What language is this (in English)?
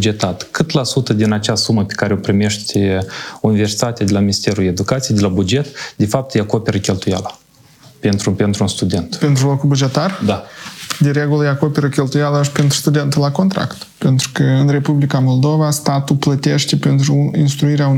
Romanian